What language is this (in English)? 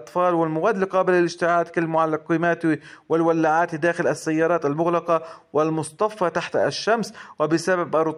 Arabic